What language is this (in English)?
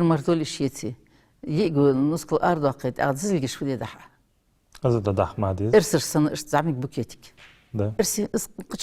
Ingush